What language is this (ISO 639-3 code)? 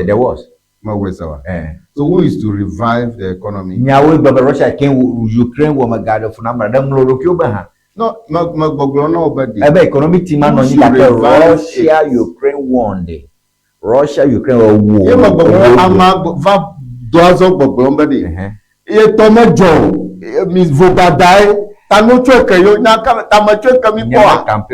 ewe